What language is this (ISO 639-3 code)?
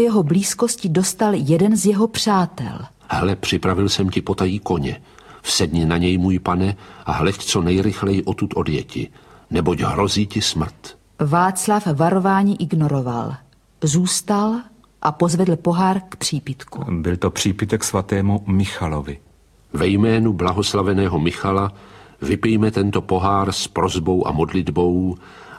ces